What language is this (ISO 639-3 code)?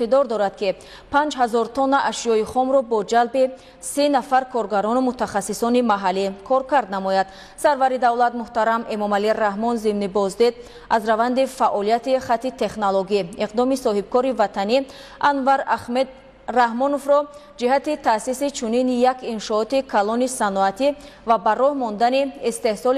tgk